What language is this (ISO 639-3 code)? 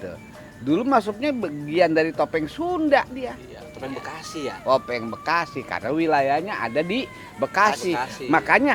bew